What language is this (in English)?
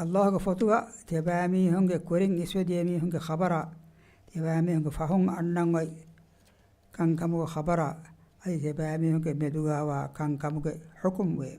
Divehi